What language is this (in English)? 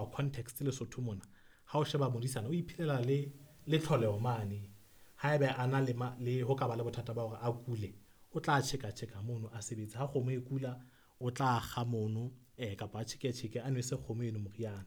Southern Sotho